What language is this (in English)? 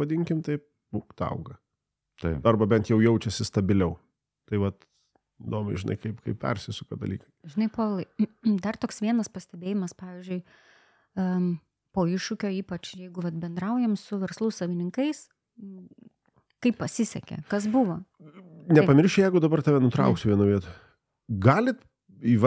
Lithuanian